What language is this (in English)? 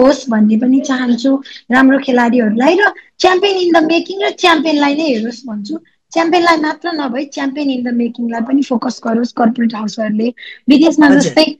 Nepali